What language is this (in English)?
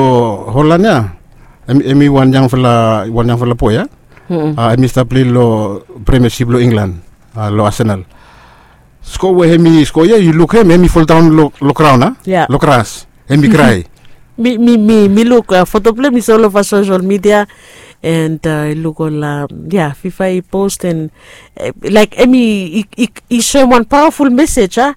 Bislama